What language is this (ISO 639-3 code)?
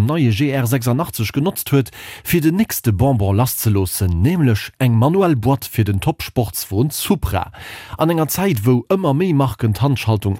ltz